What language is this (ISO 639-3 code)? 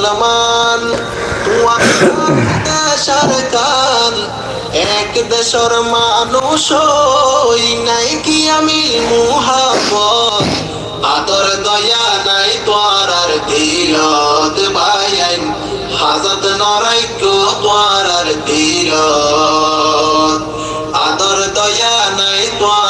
rhg